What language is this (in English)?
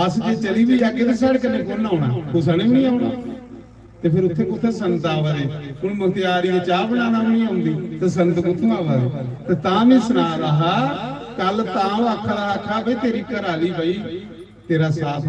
Dogri